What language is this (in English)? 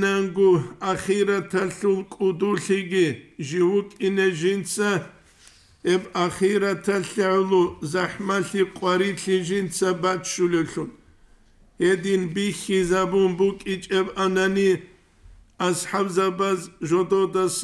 Avaric